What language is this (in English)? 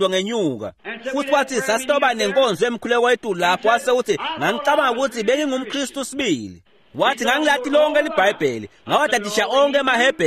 Swati